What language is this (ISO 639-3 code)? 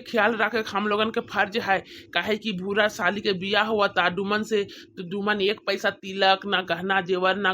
bho